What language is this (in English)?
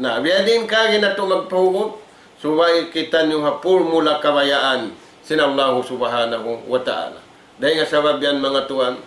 Tausug